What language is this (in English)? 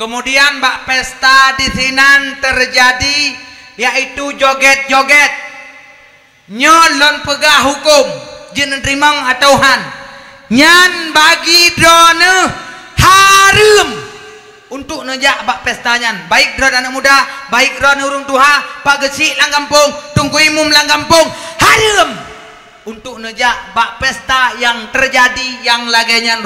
Achinese